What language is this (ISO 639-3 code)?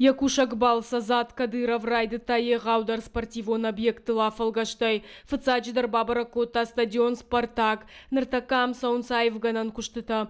oss